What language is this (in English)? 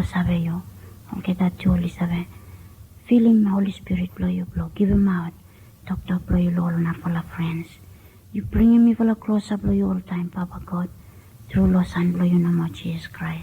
Bislama